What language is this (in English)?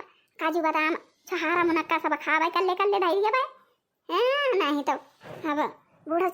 Awadhi